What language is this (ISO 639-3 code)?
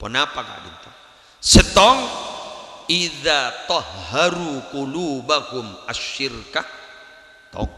mad